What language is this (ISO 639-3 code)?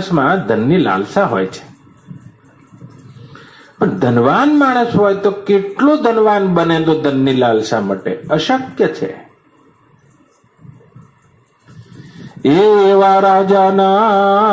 guj